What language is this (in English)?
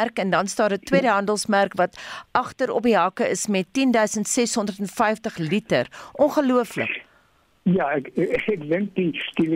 Afrikaans